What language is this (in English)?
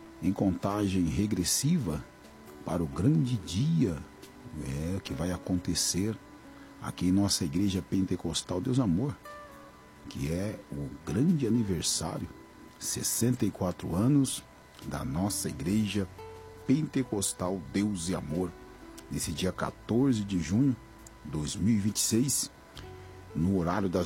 Portuguese